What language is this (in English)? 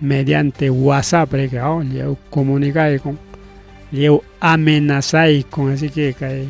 Ayacucho Quechua